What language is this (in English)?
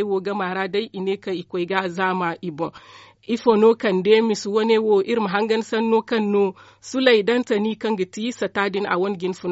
Zarma